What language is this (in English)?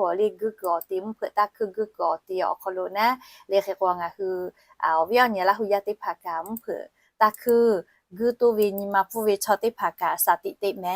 Lahu